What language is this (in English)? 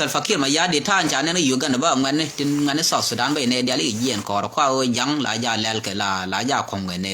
Nuer